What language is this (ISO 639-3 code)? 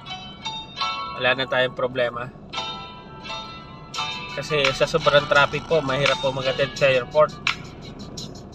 fil